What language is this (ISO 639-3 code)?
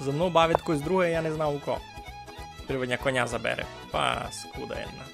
rue